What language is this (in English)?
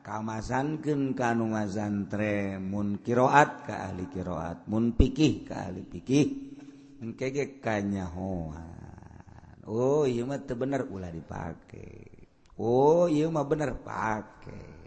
Sundanese